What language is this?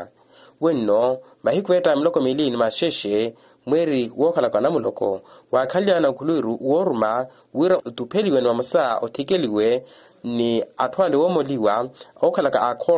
Makhuwa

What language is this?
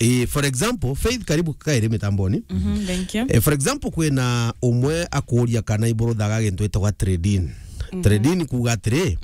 Meru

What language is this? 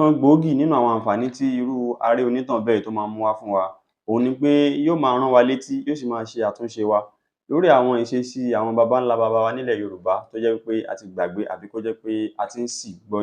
Yoruba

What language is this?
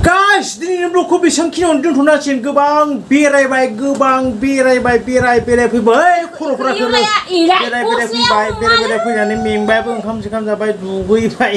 Bodo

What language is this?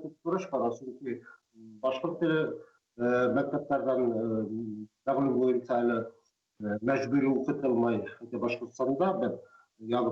Bashkir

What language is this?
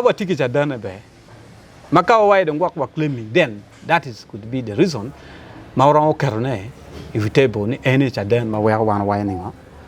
Acoli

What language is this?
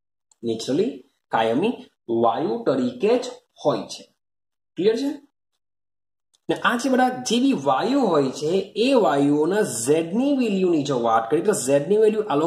Gujarati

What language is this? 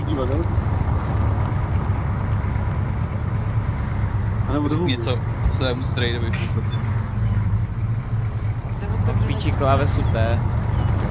Czech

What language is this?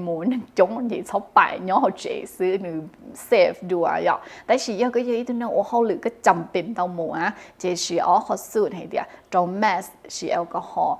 Hmong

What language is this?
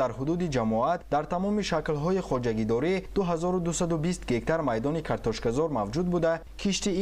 Tajik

